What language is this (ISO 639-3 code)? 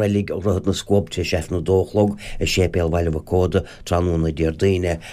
gle